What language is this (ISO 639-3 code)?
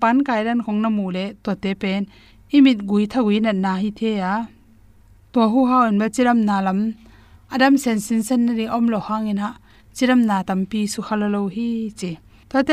ctd